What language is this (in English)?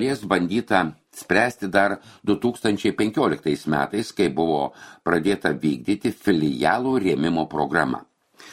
Lithuanian